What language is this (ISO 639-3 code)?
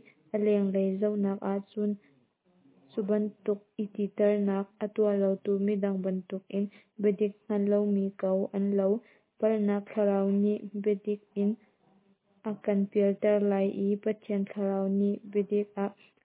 cnh